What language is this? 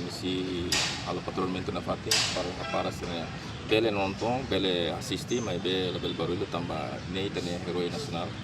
Tetum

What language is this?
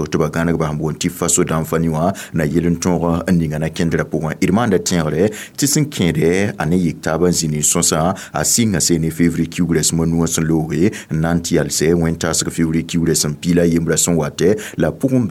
Mossi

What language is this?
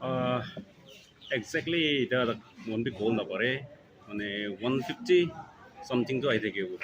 Naga Pidgin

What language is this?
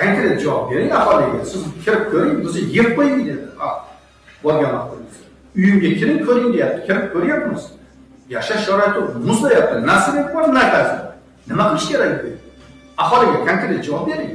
Uzbek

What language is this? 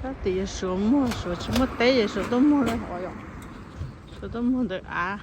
Hmong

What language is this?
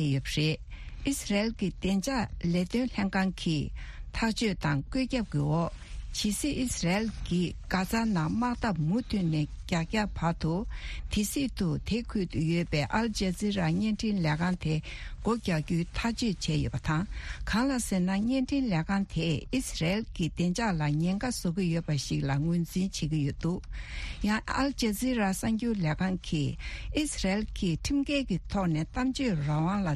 Tibetan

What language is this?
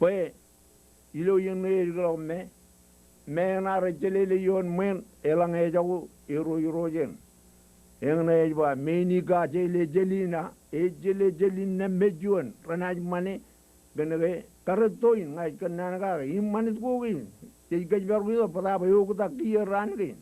Marshallese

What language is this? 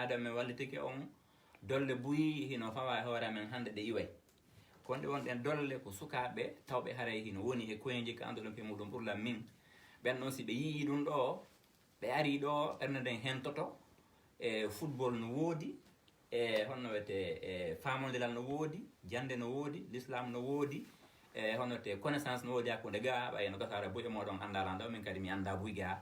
Fula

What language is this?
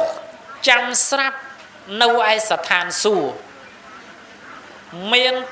Khmer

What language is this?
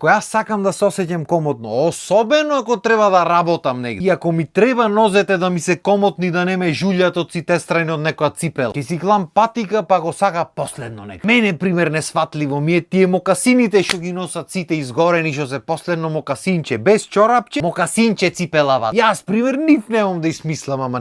Macedonian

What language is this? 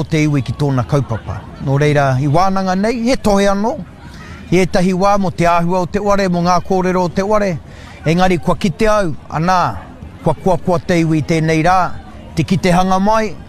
Māori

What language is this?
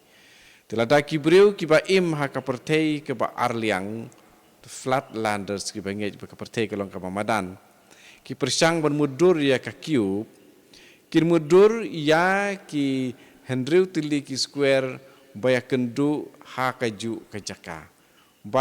Khasi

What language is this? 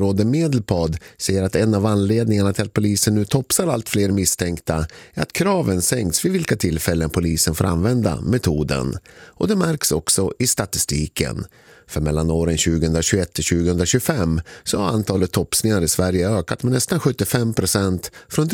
Swedish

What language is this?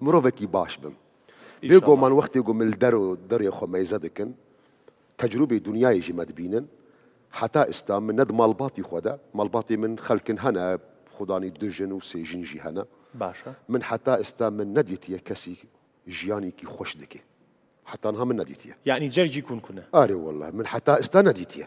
Kurdish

